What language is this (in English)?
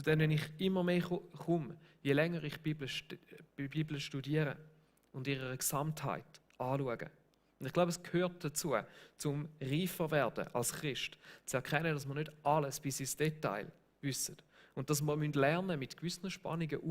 Swiss German